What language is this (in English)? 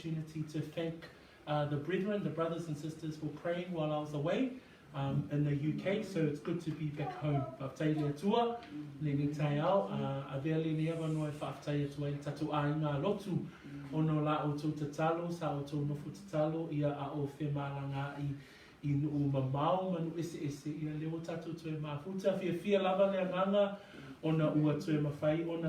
Samoan